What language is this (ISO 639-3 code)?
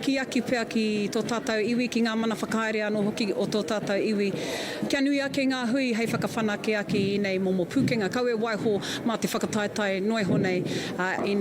mri